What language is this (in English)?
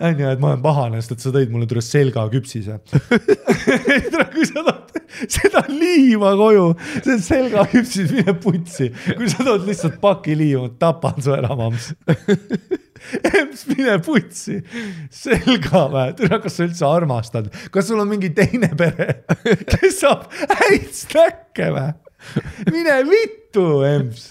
Estonian